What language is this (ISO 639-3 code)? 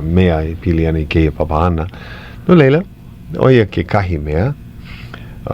haw